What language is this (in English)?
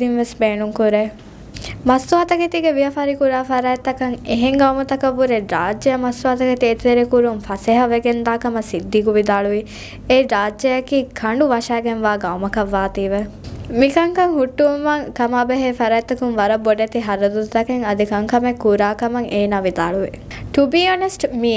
Divehi